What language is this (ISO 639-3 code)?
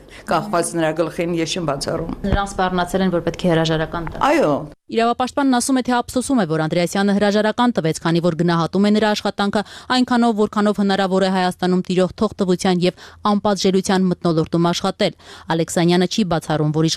hye